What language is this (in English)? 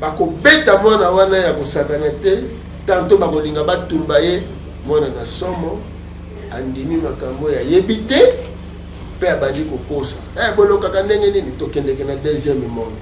Lingala